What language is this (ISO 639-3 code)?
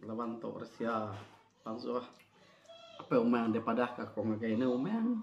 iba